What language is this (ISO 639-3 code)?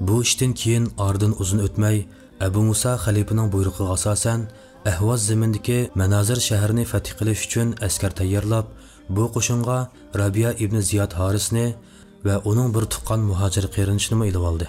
uig